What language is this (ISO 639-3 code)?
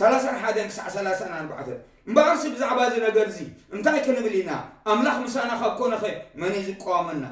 tir